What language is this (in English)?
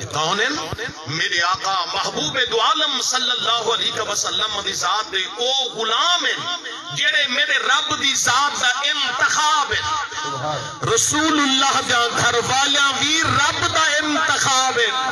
Saraiki